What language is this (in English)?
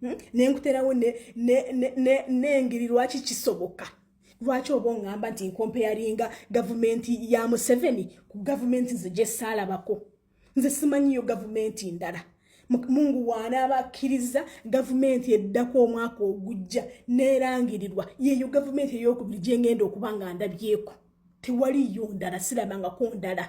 Ganda